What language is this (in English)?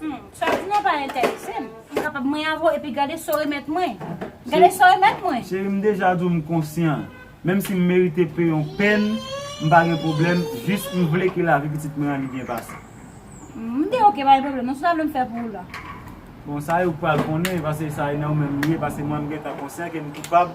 Haitian Creole